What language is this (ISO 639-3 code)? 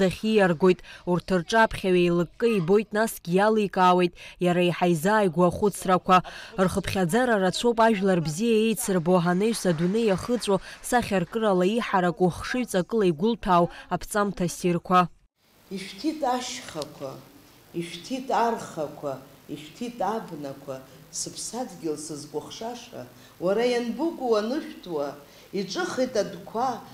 abk